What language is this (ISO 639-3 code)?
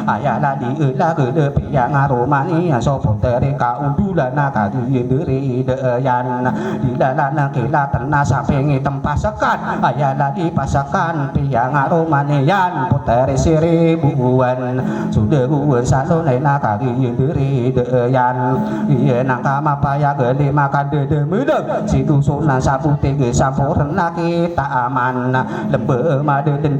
mrw